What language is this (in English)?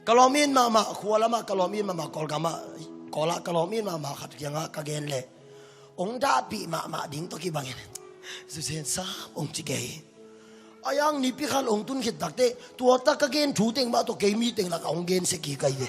Tedim Chin